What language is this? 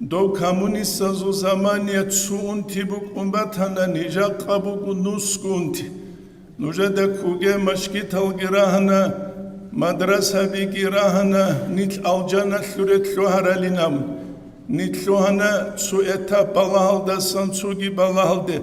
Avaric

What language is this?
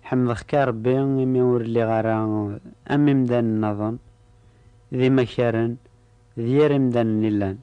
Kabyle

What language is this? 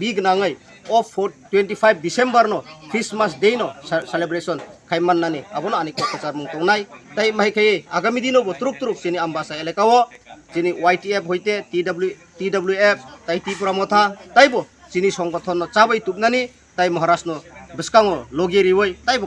Kok Borok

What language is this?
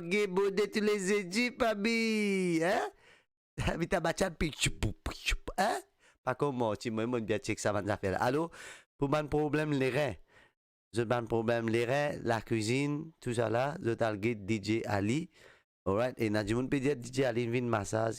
Morisyen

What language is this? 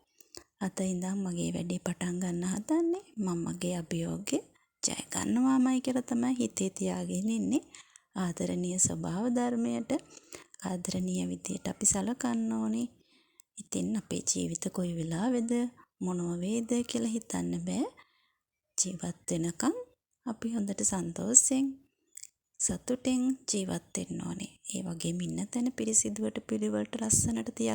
Sinhala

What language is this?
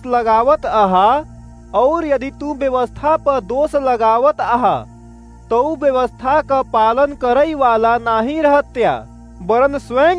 Awadhi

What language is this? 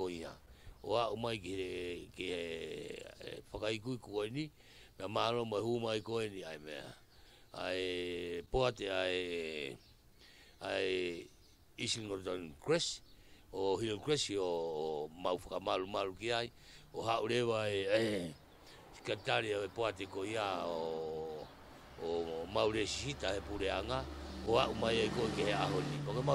Tongan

